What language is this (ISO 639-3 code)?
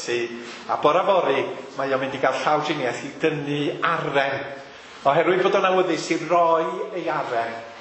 cym